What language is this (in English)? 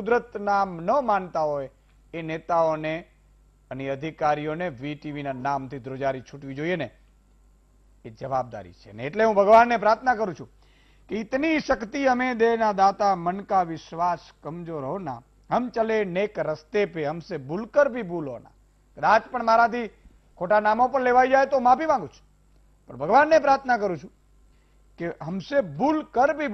Gujarati